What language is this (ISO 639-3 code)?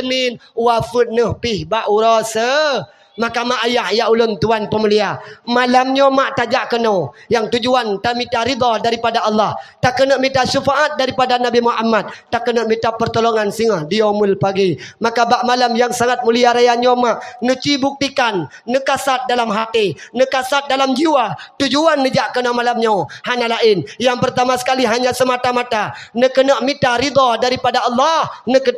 ace